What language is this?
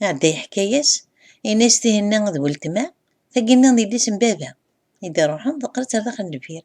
Kabyle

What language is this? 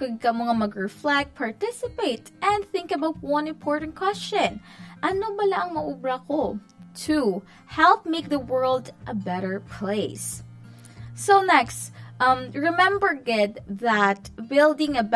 Hiligaynon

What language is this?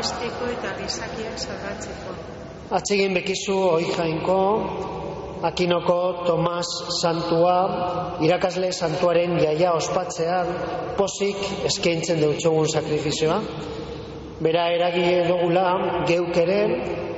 Basque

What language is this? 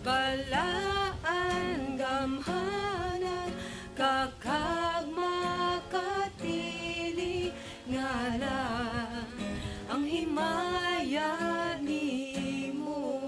Hiligaynon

